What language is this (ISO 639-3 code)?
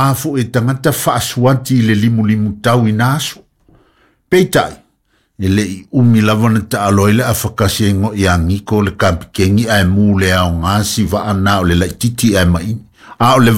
smo